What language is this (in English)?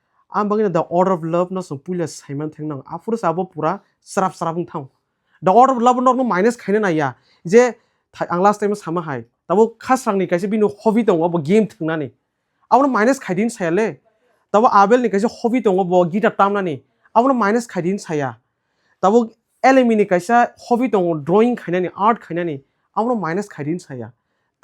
Kok Borok